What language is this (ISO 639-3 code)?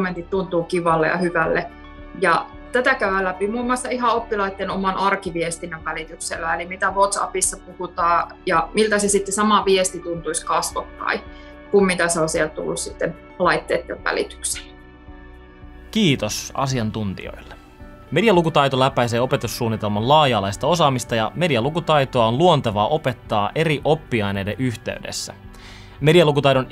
fin